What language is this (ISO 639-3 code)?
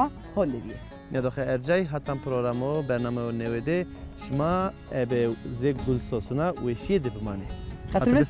zza